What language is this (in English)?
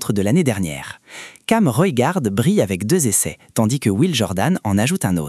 French